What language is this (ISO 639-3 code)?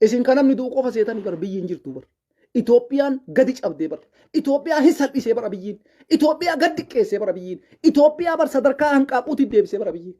orm